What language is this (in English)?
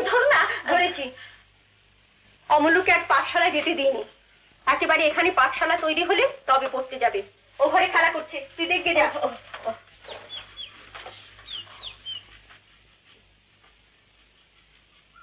Bangla